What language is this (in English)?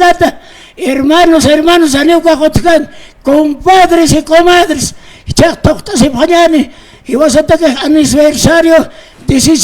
Aymara